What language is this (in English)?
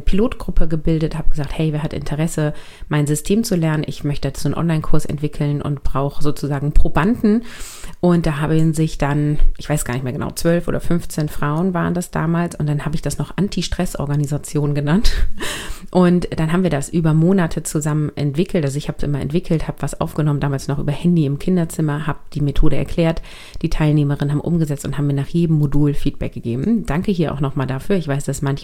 German